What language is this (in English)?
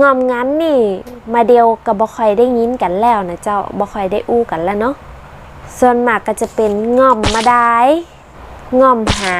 Northern Thai